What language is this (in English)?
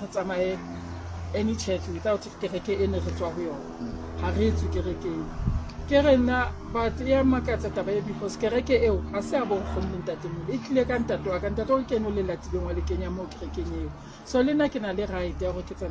Southern Sotho